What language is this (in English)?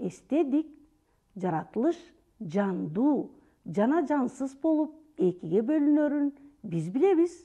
Kyrgyz